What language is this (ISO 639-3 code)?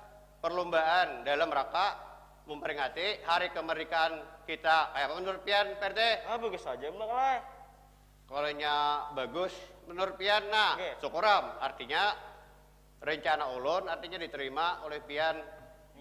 bjn